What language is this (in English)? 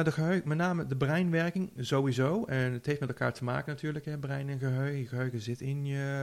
Dutch